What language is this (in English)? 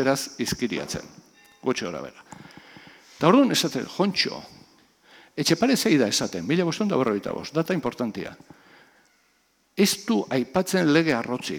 Basque